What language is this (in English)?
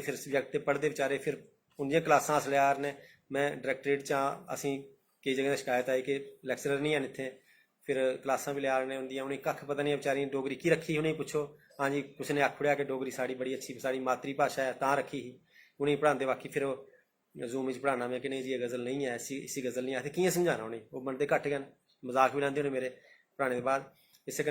Dogri